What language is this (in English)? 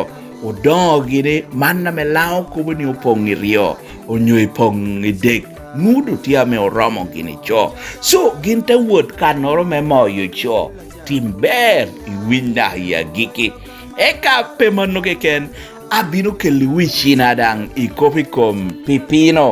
Lango (Uganda)